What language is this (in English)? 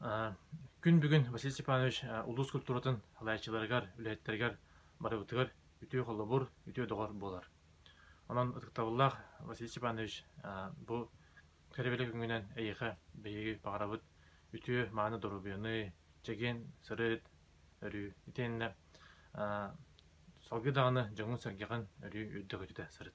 Yakut